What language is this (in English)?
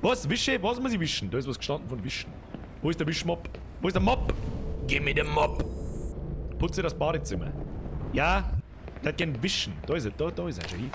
Bavarian